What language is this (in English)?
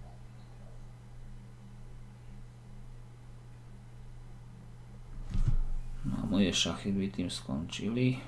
Slovak